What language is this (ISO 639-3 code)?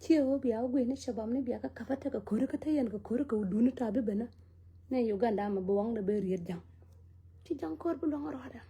nus